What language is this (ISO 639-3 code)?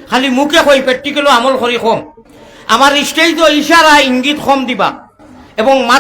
syl